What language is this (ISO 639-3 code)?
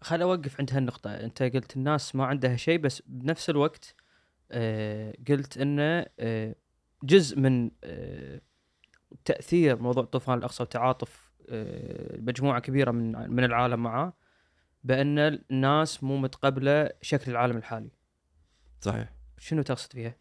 afb